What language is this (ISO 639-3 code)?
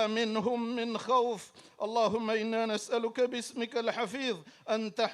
div